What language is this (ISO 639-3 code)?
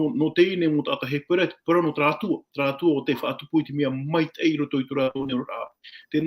tah